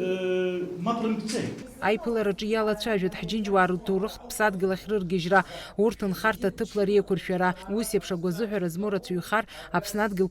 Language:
Abkhazian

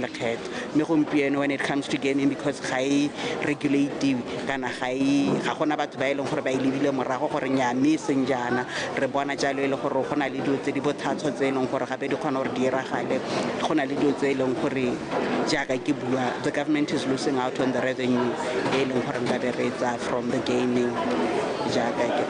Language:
Tswana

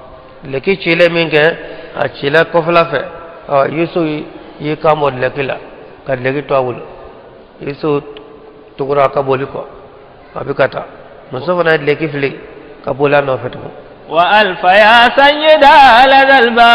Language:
Bambara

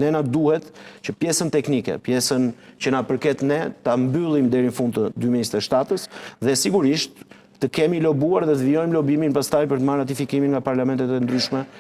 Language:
Albanian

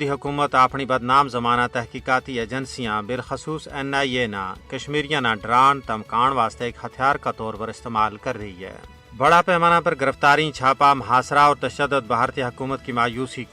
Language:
Gujari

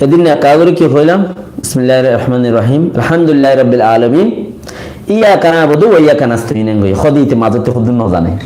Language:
Rohingya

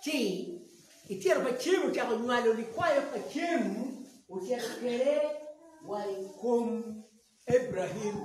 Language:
Acoli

